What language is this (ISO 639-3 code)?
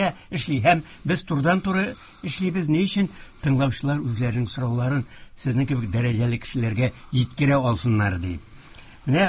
tat